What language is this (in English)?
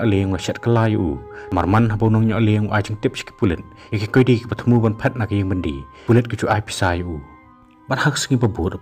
Khasi